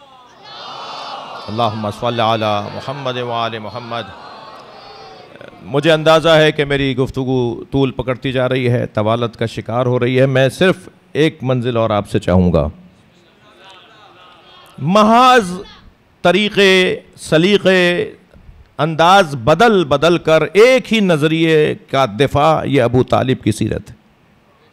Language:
Urdu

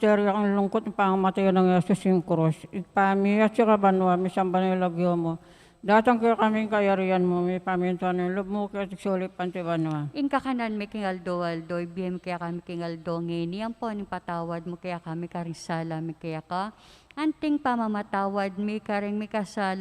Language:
Pampanga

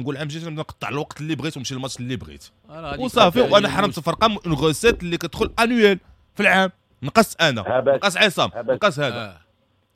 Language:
Moroccan Arabic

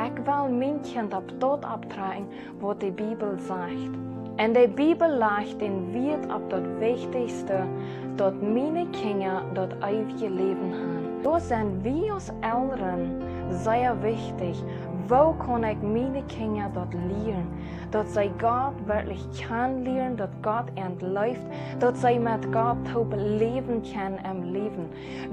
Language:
Plautdietsch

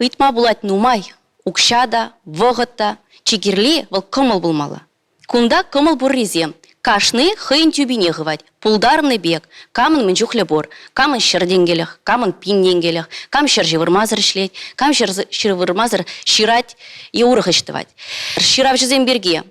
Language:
Chuvash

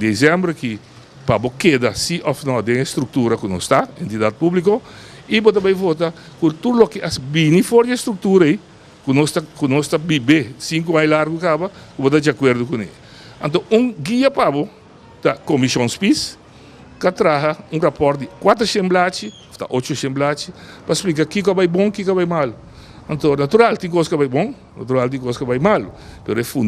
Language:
Papiamento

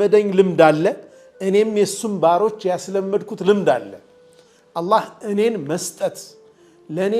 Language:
Amharic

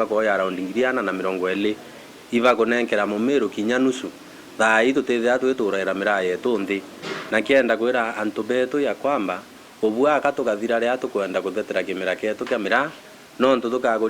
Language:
Meru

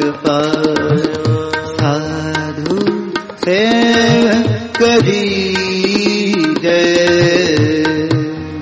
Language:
Hindi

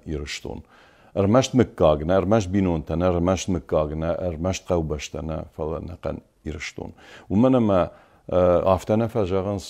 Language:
Ossetic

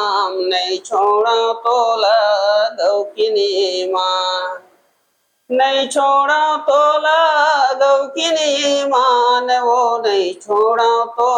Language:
Chhattisgarhi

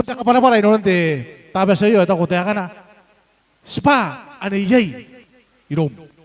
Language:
Gilbertese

